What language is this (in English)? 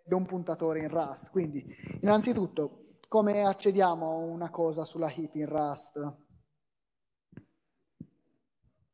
Italian